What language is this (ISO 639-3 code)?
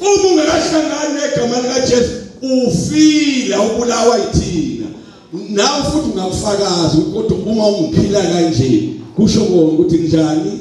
zul